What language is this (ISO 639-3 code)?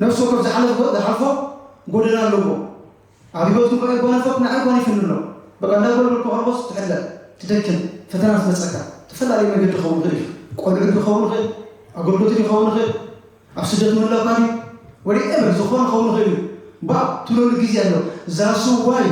tir